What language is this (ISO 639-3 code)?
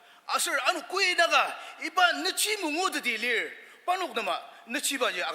njo